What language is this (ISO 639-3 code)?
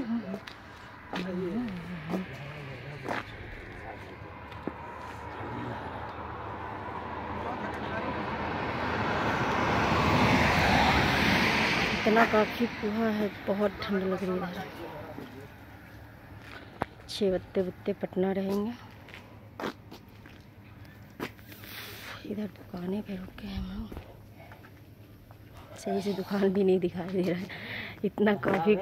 hin